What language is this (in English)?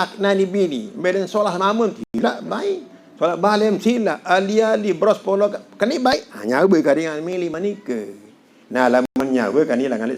Sasak